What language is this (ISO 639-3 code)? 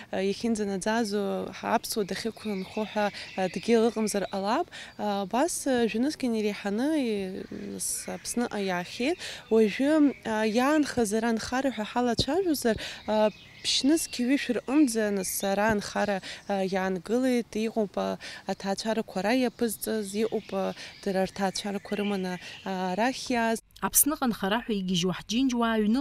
abk